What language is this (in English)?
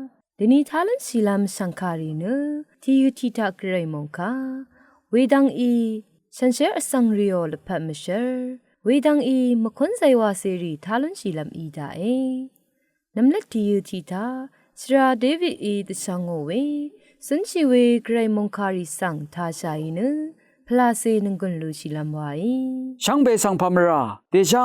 Rawang